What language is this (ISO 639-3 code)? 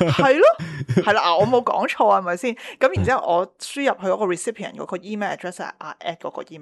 yue